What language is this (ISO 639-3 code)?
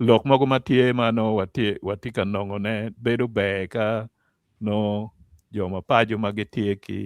ach